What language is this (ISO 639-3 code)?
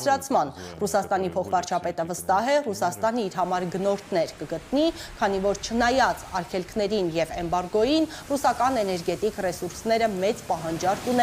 hye